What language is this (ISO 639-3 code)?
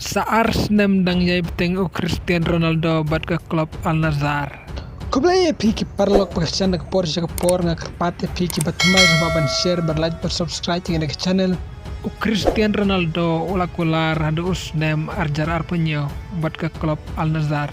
kha